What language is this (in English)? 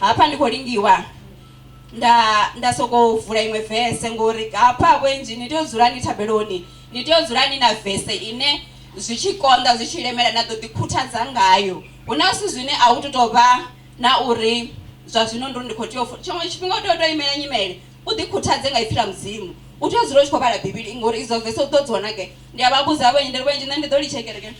Venda